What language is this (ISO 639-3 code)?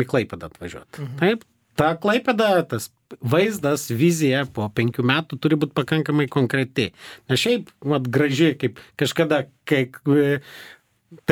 lit